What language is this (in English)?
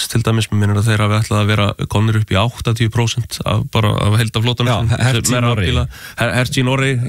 Icelandic